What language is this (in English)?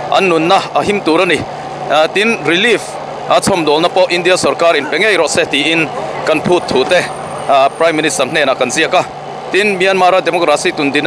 Mizo